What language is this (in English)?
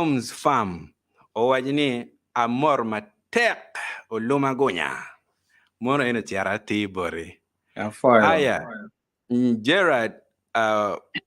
Acoli